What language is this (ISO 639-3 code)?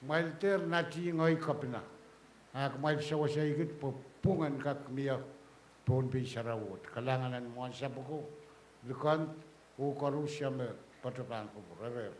pon